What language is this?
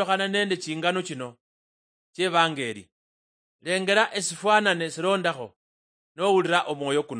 Luyia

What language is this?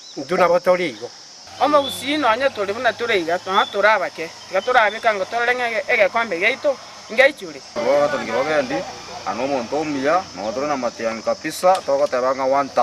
Gusii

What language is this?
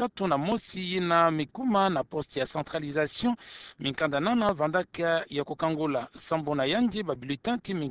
Kituba (Democratic Republic of Congo)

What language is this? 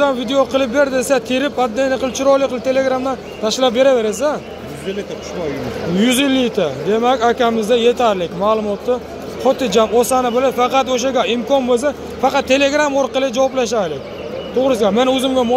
Uzbek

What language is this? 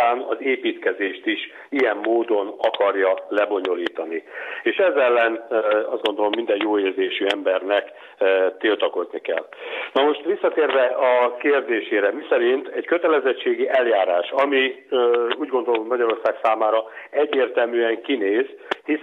Hungarian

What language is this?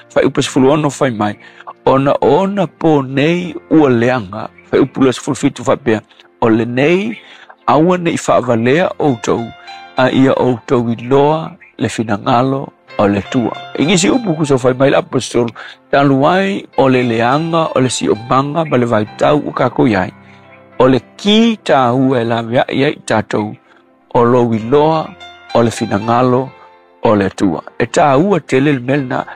Samoan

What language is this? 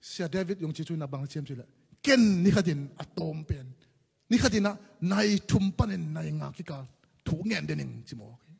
Tedim Chin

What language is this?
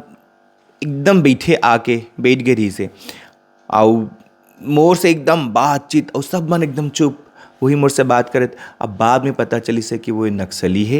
Chhattisgarhi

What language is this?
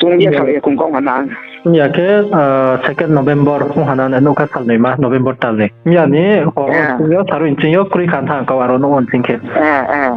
Riang (India)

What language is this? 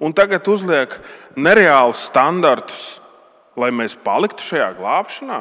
Latvian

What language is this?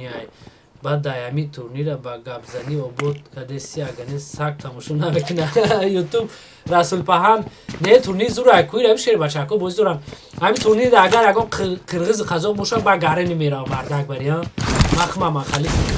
Tajik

